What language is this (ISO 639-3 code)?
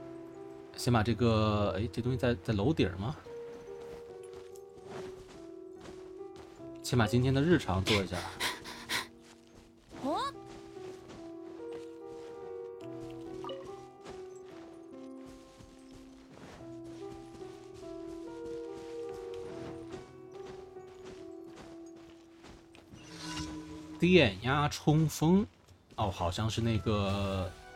zho